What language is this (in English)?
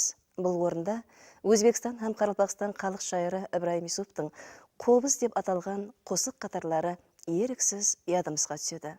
Kara-Kalpak